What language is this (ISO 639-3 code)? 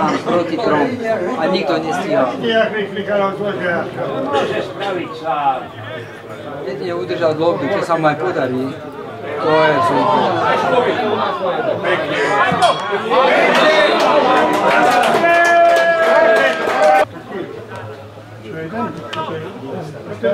slk